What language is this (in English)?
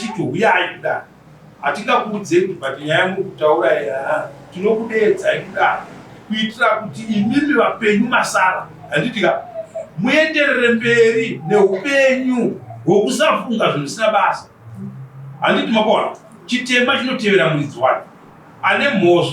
Shona